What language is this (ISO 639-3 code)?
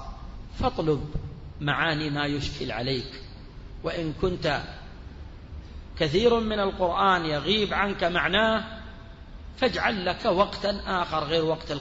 ara